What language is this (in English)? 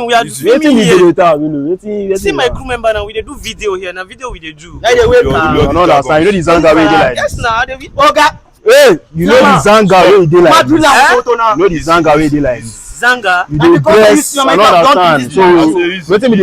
Nigerian Pidgin